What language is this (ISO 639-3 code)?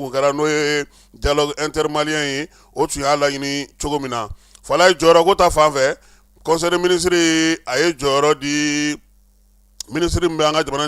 bam